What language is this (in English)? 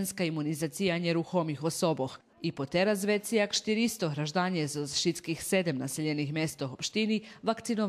Rusyn